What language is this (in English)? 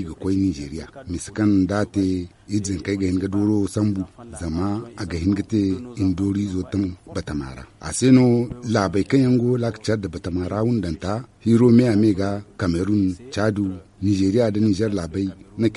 Zarma